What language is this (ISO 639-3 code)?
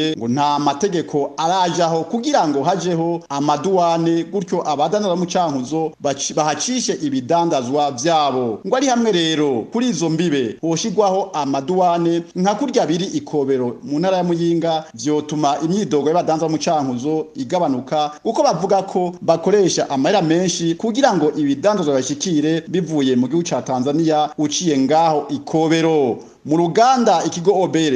run